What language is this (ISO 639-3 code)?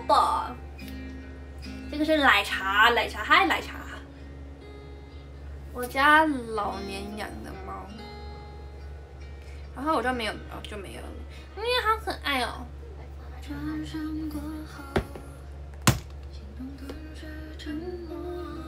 zho